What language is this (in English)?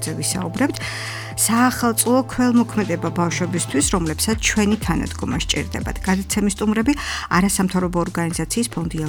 Georgian